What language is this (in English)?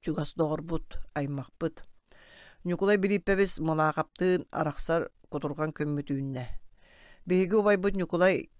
Yakut